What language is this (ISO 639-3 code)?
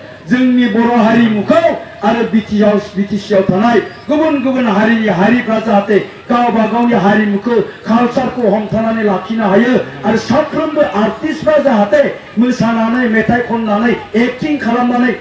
brx